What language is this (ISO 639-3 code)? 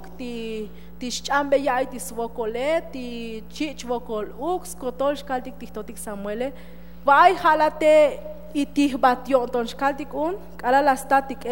tzo